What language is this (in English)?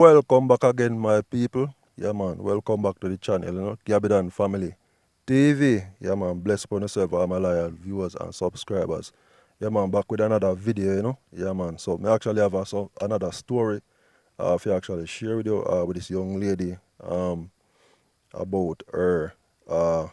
Jamaican Creole English